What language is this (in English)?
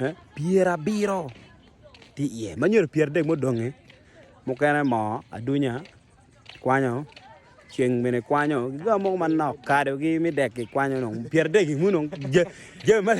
Acoli